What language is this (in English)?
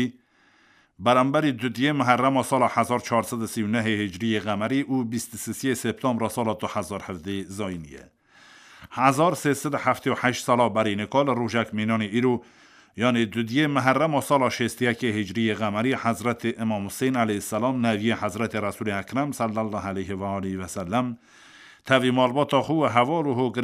Kurdish